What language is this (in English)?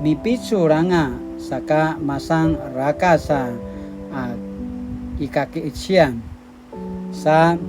Paiwan